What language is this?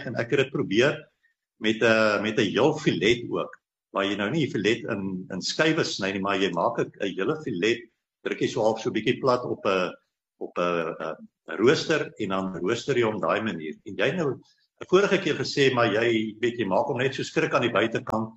Afrikaans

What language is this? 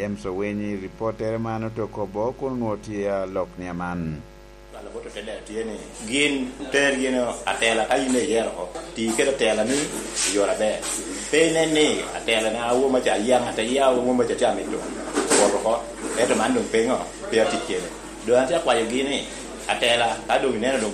Lango (Uganda)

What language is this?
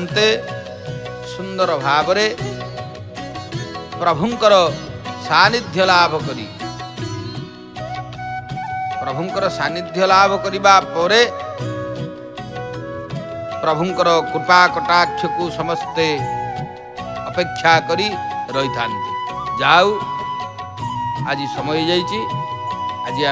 Odia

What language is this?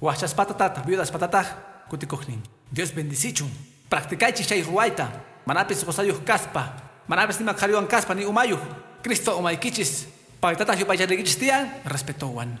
Quechua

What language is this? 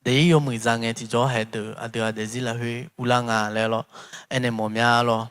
Akha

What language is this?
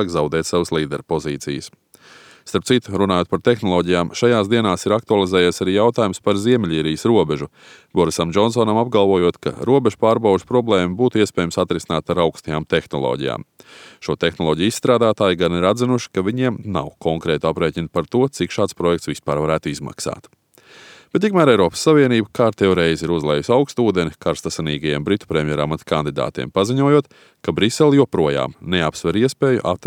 Latvian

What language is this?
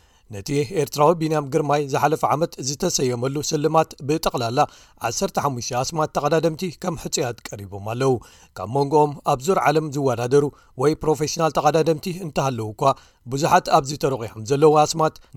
Tigrinya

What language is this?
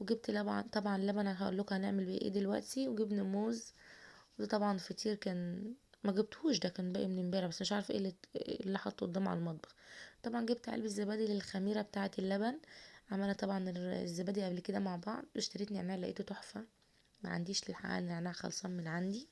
Egyptian Arabic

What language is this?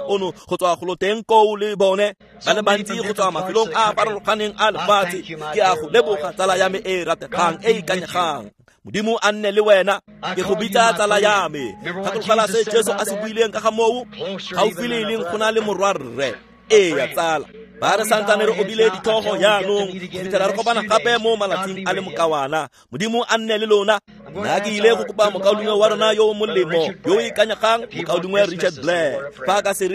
Tswana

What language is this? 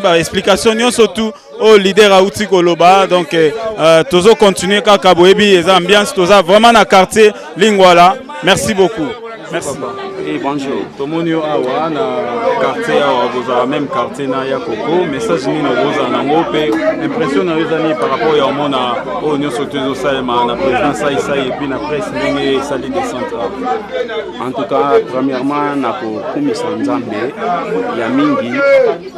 Lingala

